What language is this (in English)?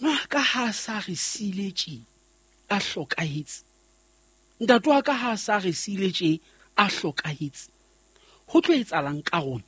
Southern Sotho